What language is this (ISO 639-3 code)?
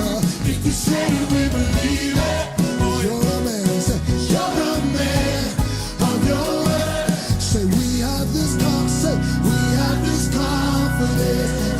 mfe